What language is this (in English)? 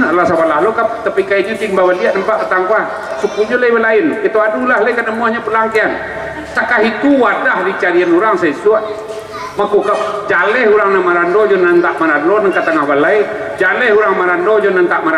Minangkabau